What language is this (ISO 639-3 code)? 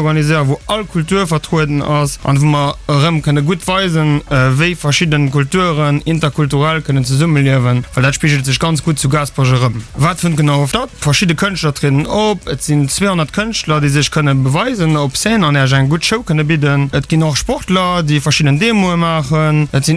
ltz